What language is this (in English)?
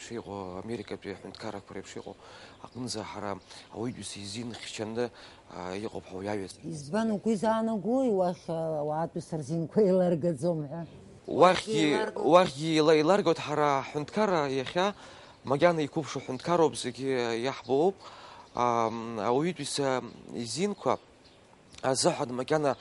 Abkhazian